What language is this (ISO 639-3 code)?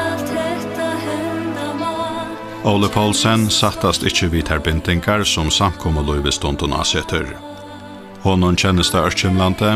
fao